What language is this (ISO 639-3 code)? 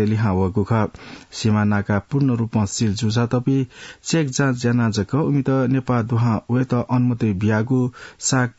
new